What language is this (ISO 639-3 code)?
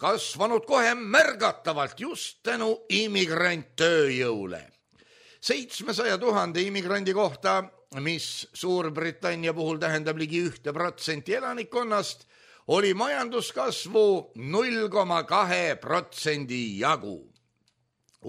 est